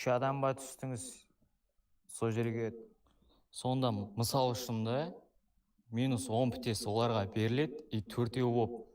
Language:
Kara-Kalpak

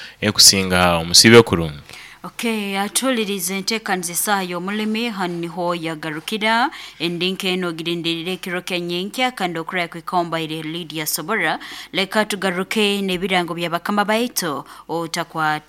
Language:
Nyoro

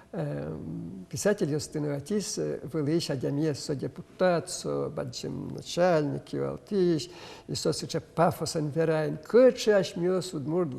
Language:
Udmurt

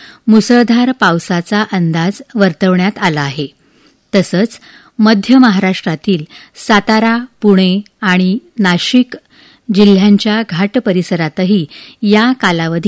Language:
Marathi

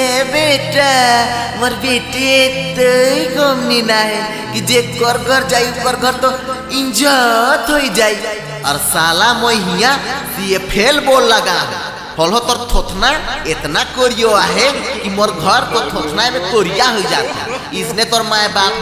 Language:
Sadri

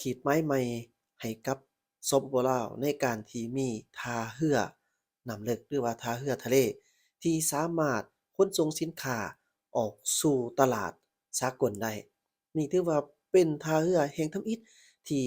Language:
Lao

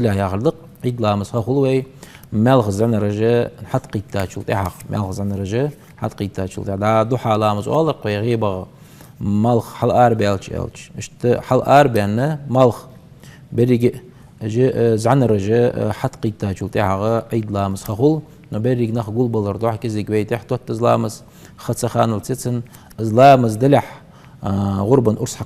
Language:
Ingush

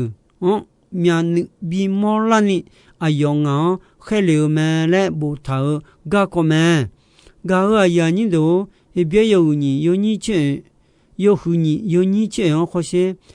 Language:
Akha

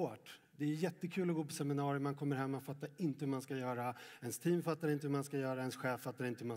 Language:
Swedish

